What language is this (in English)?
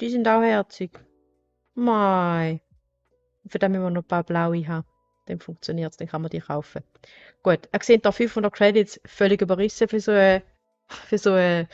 Swiss German